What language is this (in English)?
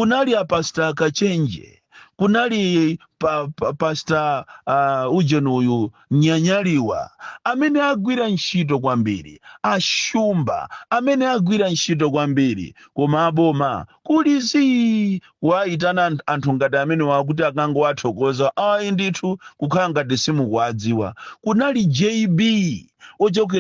Nyanja